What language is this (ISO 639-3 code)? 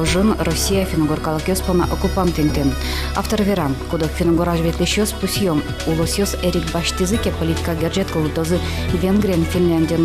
udm